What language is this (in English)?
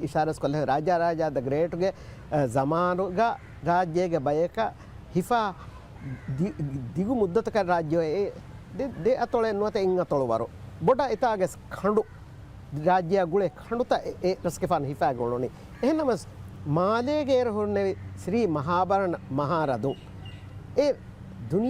Divehi